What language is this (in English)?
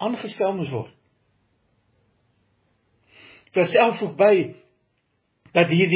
Afrikaans